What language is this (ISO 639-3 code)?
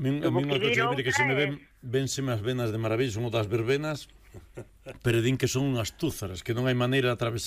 glg